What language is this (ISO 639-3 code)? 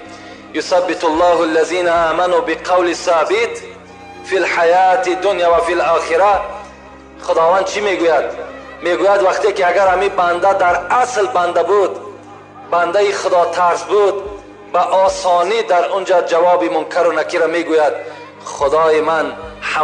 tgk